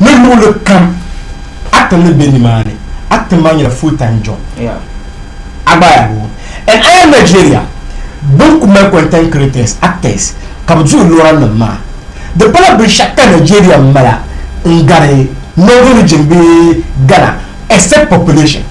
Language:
Dagbani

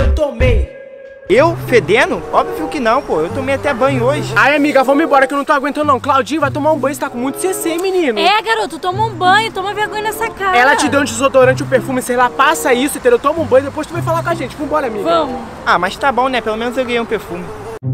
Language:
Portuguese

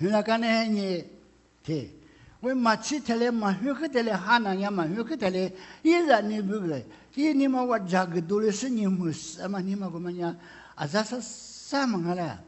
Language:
Lisu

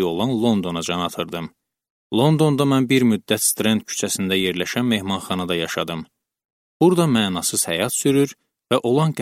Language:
Azerbaijani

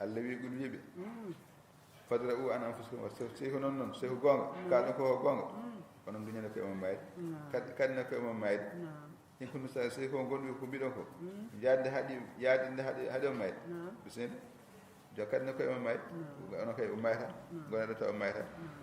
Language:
Fula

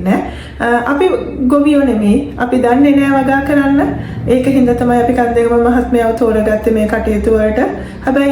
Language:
Sinhala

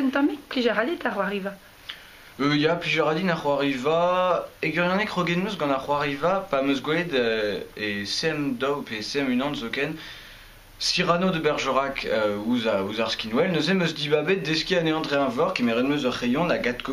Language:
Breton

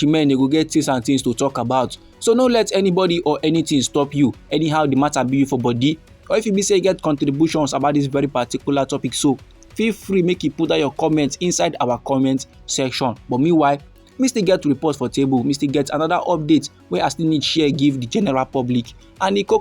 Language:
Nigerian Pidgin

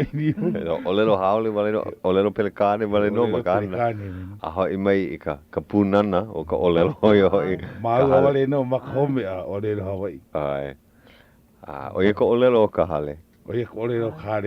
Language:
Hawaiian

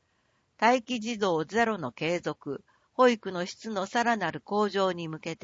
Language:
Japanese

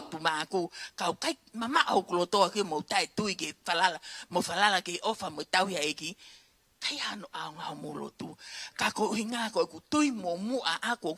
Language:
Tongan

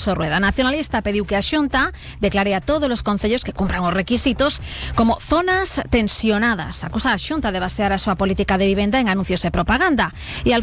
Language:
Galician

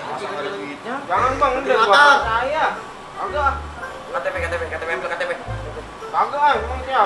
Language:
Betawi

